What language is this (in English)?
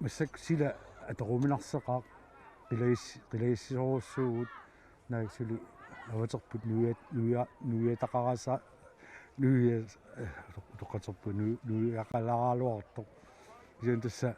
Kalaallisut